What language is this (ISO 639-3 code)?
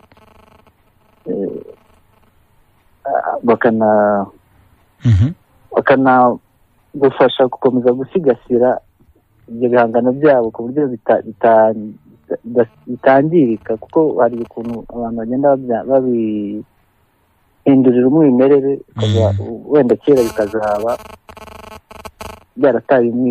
kin